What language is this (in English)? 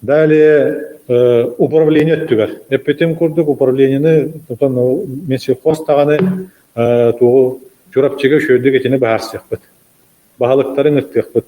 Yakut